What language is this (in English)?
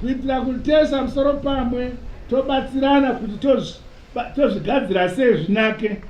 Shona